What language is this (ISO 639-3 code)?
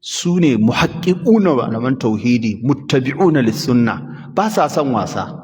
hau